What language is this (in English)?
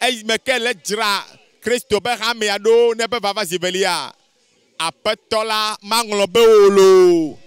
Ewe